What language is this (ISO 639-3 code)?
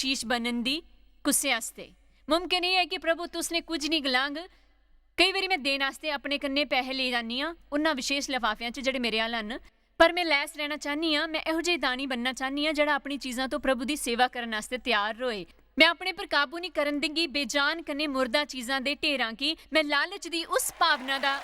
doi